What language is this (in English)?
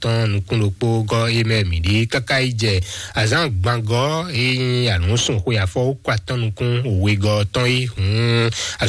Fon